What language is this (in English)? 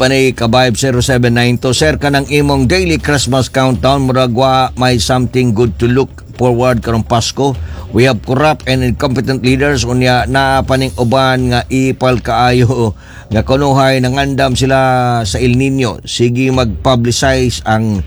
Cebuano